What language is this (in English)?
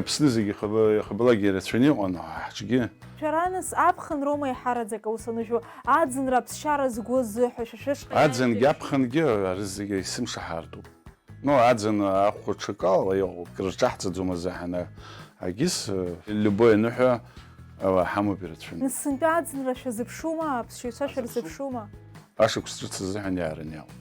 Abkhazian